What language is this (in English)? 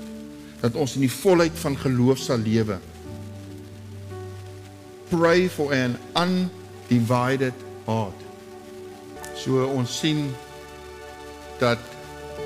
Afrikaans